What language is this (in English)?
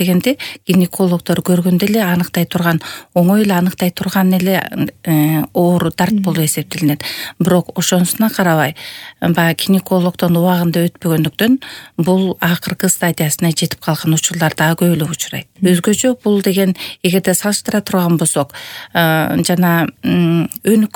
Kyrgyz